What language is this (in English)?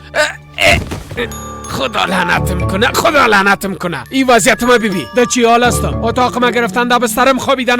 Persian